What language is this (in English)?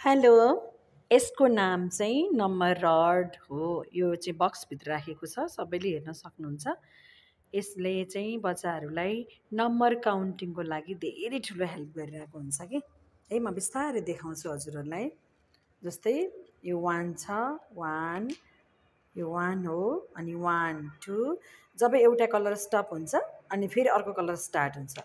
Nepali